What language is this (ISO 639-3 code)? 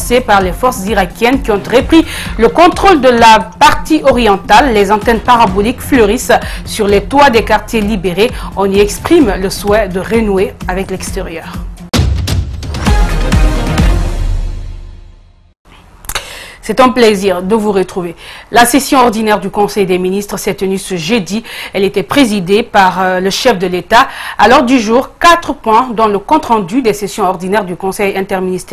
fra